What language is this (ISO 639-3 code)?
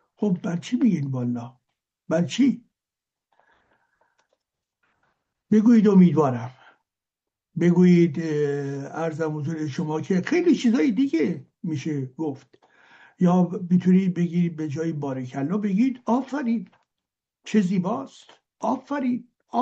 fas